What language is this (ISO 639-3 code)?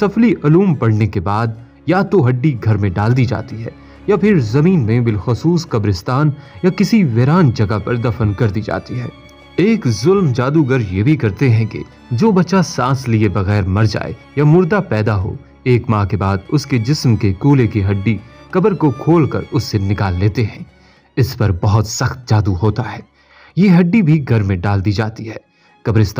urd